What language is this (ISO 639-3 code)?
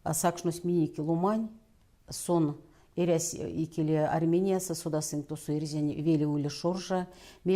myv